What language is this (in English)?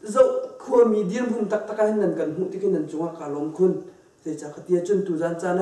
Hakha Chin